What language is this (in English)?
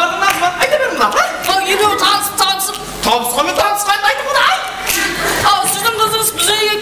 Kara-Kalpak